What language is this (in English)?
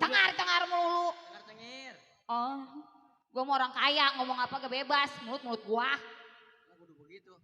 Betawi